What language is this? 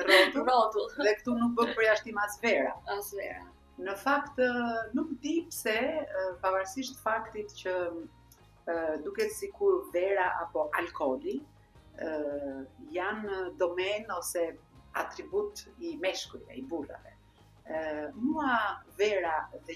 Albanian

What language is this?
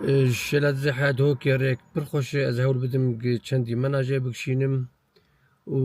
Kurdish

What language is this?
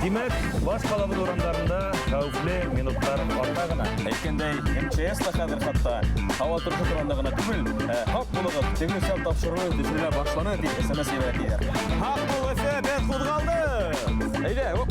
Bashkir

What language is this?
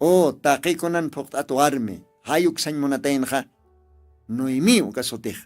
Aymara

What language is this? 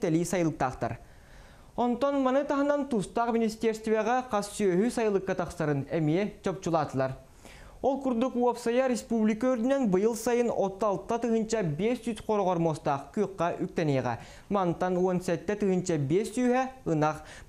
Yakut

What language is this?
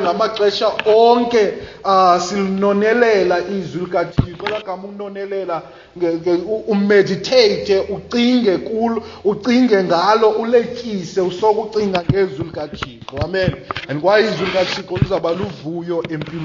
Xhosa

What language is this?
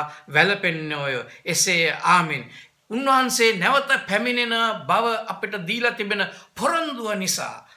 Sinhala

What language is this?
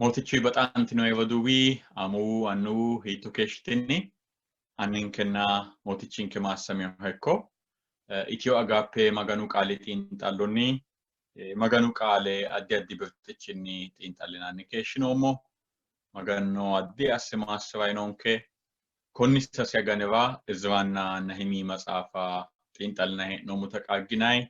Sidamo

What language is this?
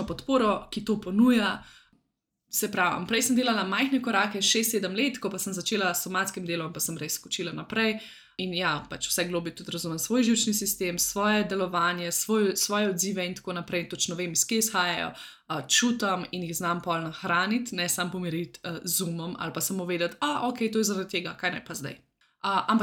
Slovenian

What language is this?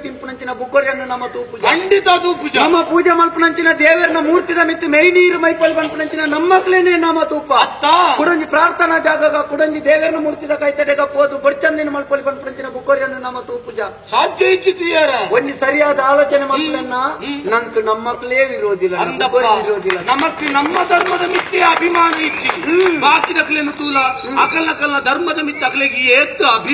Tulu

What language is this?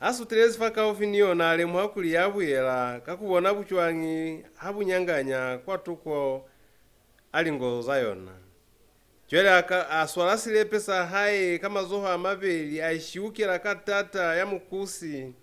Lozi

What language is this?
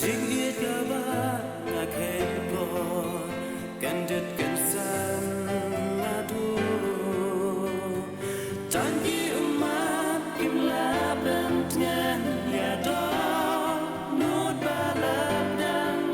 Khasi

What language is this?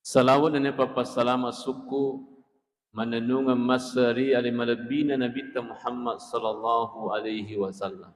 Buginese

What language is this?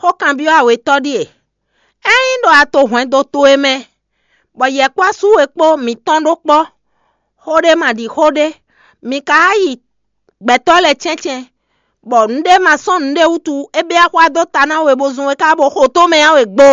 Fon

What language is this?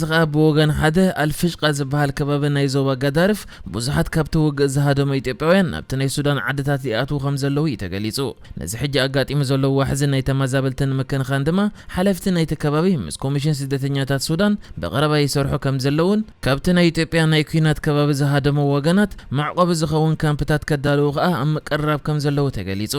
Tigrinya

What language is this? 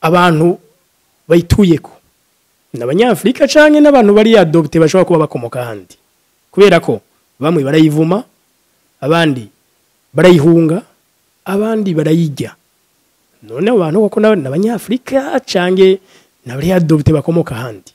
Rundi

